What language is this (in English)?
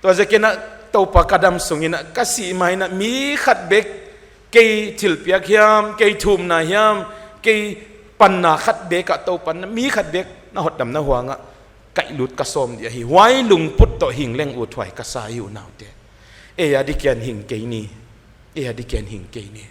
Paite Chin